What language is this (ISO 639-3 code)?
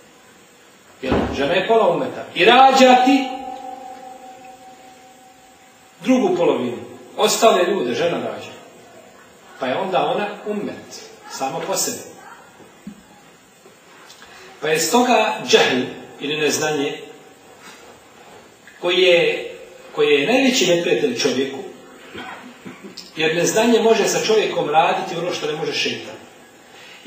bos